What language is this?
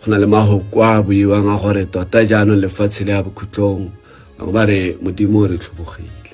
Tswana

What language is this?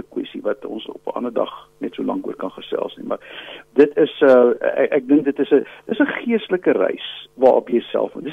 Afrikaans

